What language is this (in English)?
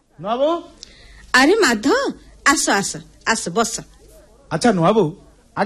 Odia